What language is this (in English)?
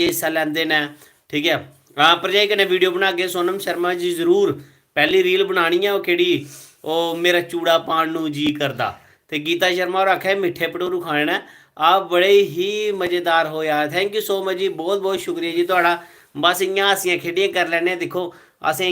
Dogri